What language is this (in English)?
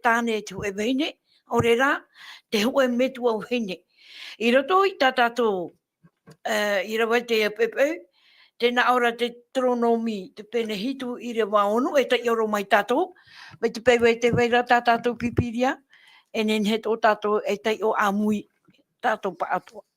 Tahitian